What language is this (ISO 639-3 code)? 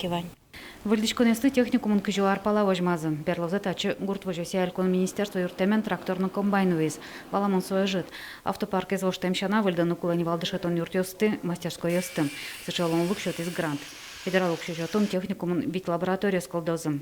udm